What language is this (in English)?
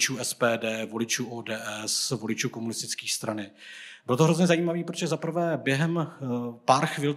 Czech